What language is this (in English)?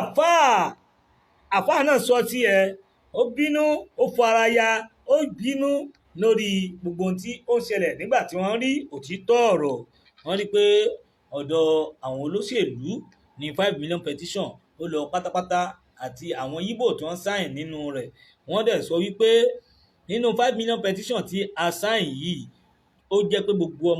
Yoruba